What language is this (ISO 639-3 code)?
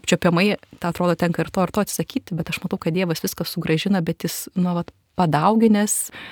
lit